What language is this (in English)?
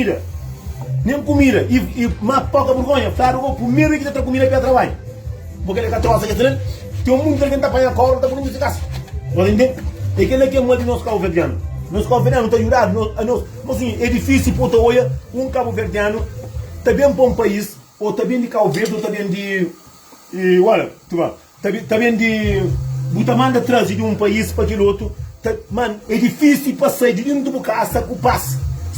Kabuverdianu